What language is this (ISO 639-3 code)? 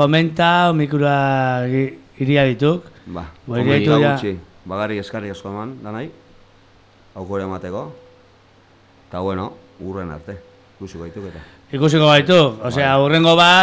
eus